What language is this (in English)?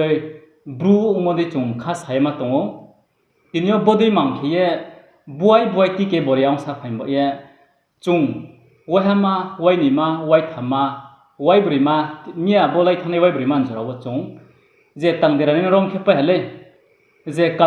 Riang (India)